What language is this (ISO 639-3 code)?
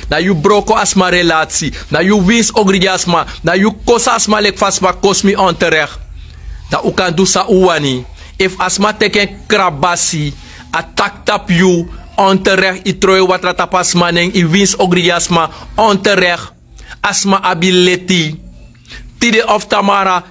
srn